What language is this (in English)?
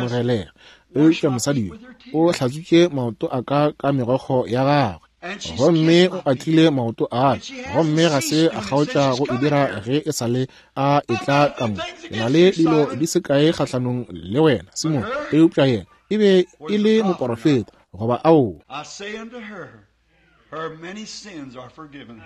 Northern Sotho